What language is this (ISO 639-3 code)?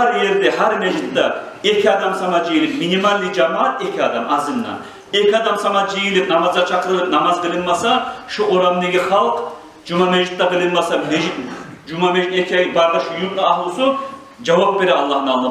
kum